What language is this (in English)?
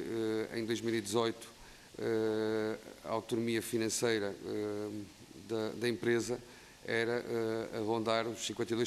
Portuguese